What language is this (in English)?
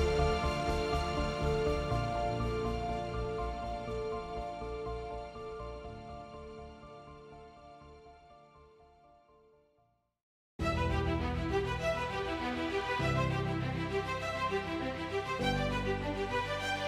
German